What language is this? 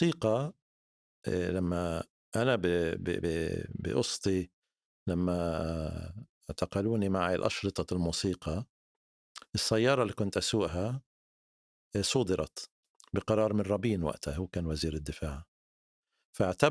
North Levantine Arabic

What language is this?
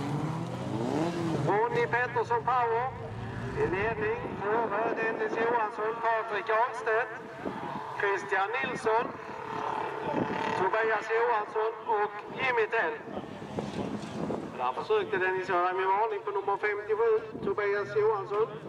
Swedish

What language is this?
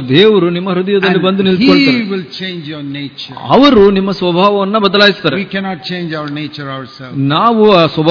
Kannada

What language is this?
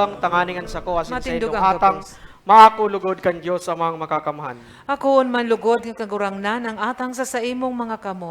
Bikol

